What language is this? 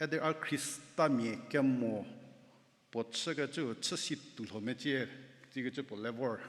Angami Naga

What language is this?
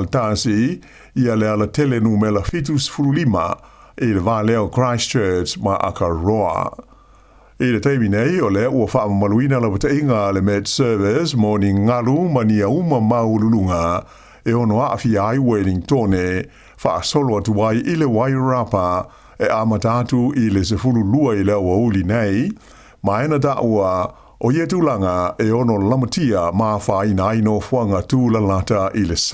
Samoan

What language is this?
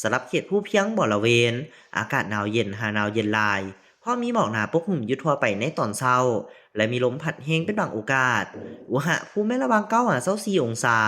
Lao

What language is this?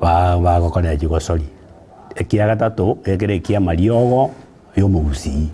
Gusii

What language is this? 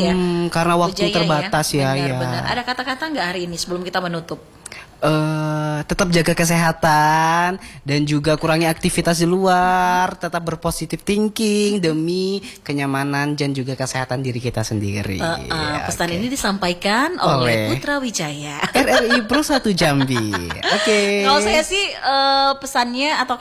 Indonesian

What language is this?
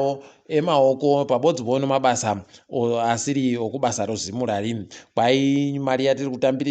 Ndau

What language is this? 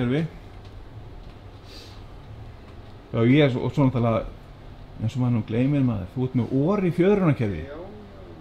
Icelandic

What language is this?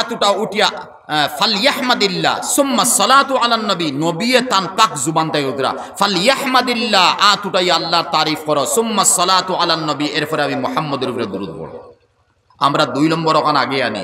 Sylheti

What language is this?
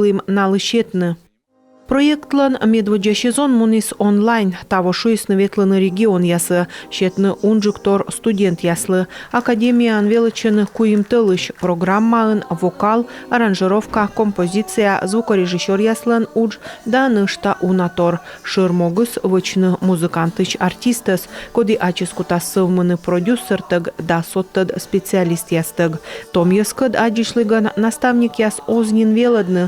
Komi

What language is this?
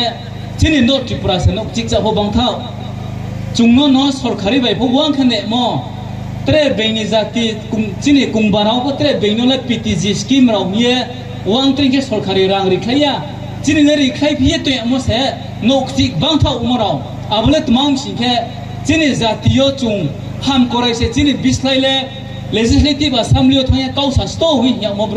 Riang (India)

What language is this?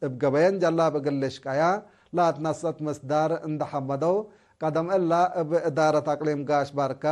Tigre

